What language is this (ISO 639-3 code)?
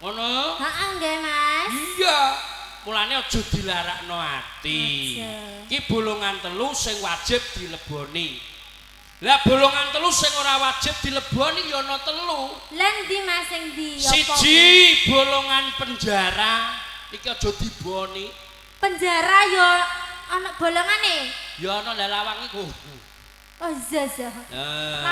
jav